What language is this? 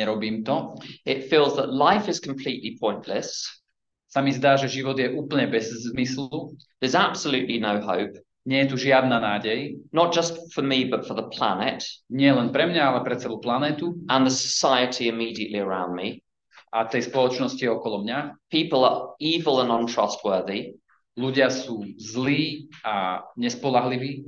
Slovak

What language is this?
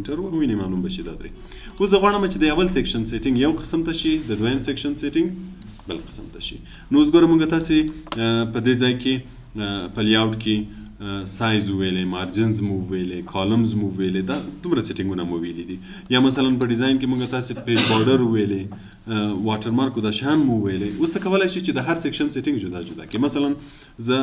Pashto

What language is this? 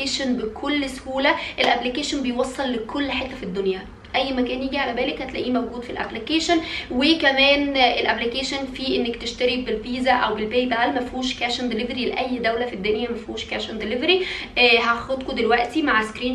Egyptian Arabic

